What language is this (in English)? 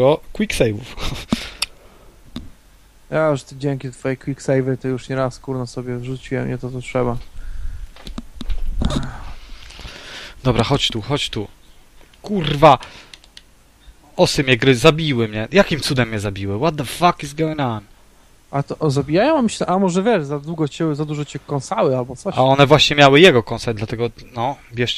Polish